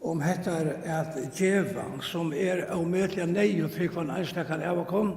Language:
Faroese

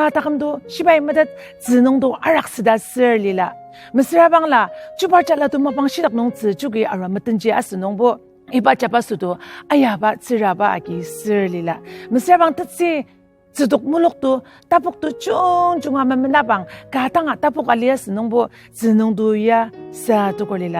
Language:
Ao Naga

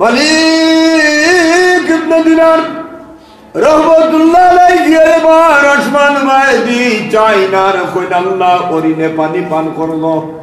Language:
Sylheti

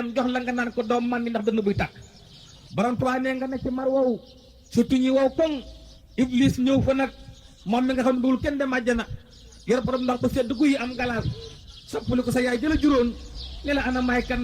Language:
Wolof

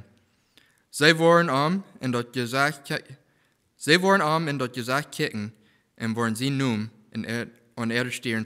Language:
Plautdietsch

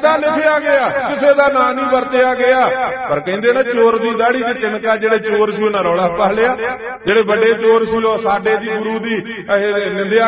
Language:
Punjabi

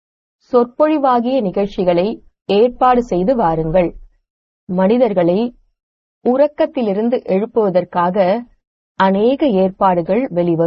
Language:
Tamil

